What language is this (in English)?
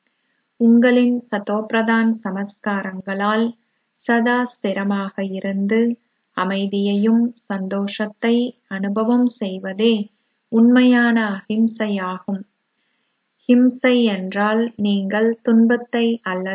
Tamil